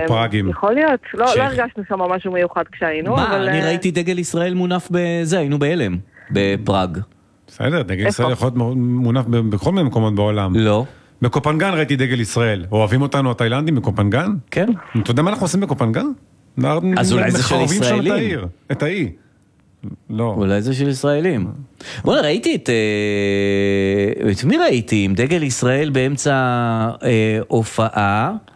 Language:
Hebrew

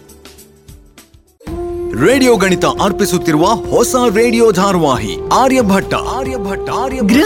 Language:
Kannada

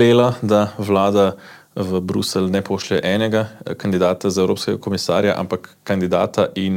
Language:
Slovenian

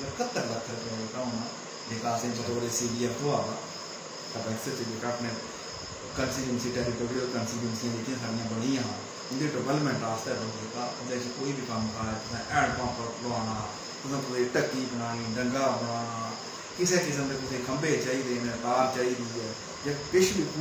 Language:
Dogri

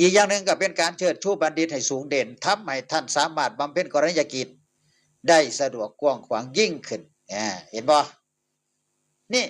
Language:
Northeastern Thai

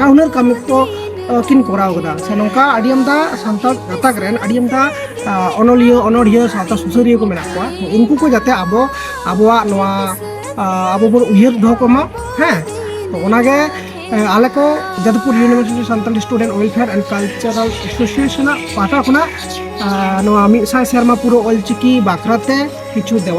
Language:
Santali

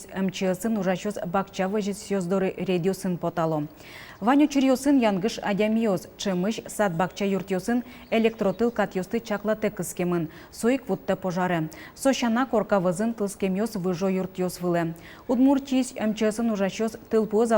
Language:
Udmurt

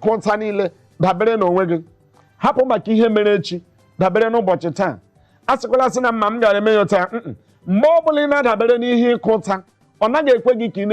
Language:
Igbo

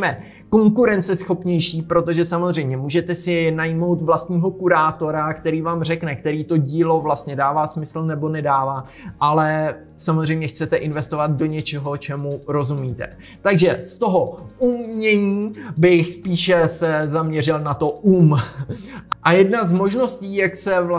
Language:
Czech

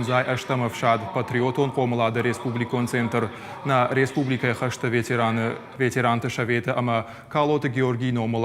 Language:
Ossetic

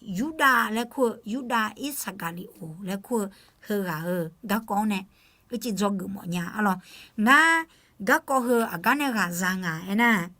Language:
Akha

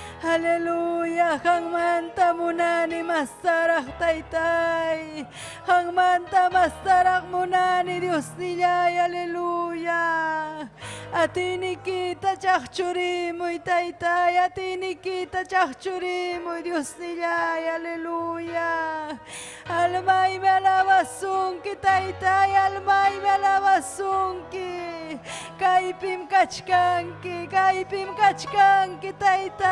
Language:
Ayacucho Quechua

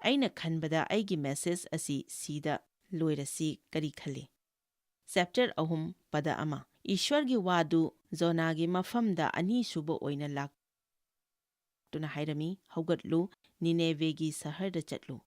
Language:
Manipuri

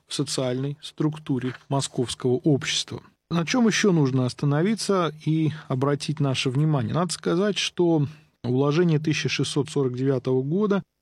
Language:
Russian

